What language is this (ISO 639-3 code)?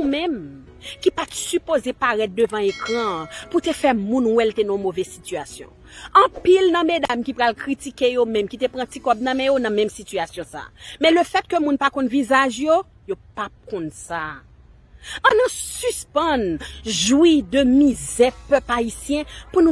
hat